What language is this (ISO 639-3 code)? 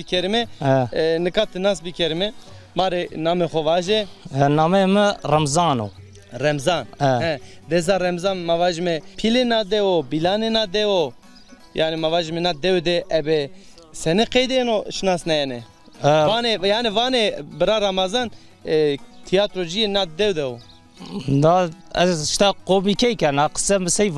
zza